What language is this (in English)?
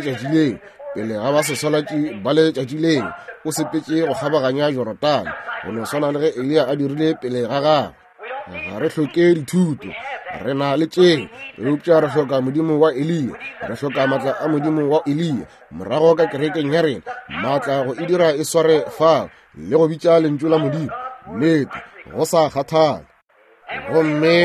Northern Sotho